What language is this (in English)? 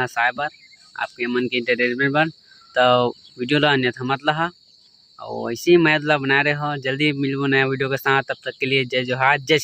Chhattisgarhi